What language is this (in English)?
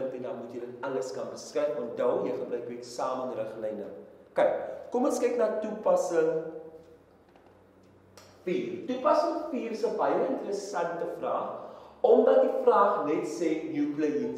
Afrikaans